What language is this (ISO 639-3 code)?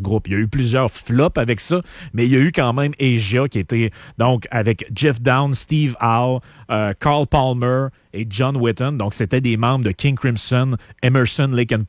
fra